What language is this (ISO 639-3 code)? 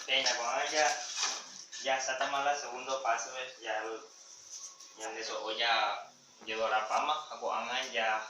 grn